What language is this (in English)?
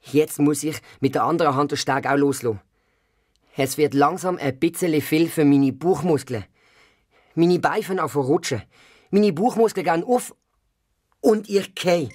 Swiss German